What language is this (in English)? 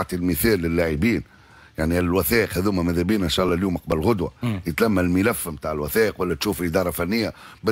Tunisian Arabic